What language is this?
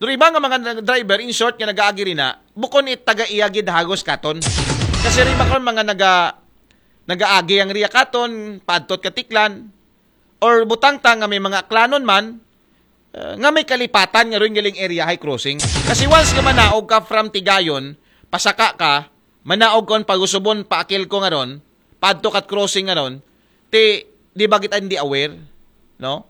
Aklanon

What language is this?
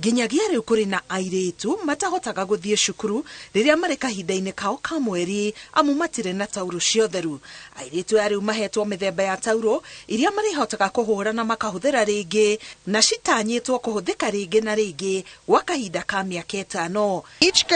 Kikuyu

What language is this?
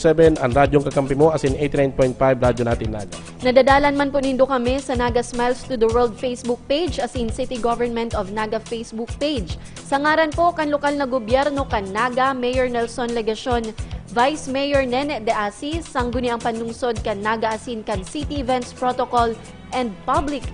Bikol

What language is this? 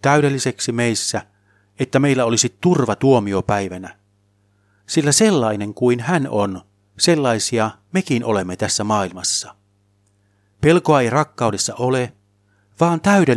Finnish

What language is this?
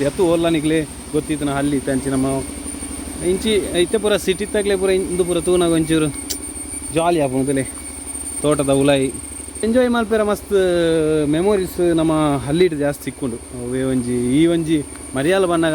Tulu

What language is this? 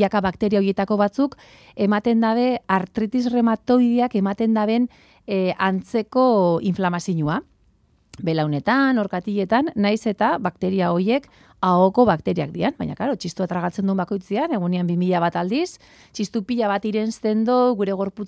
Basque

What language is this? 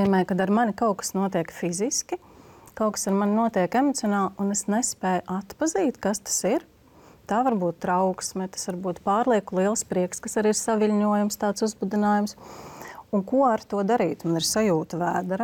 Latvian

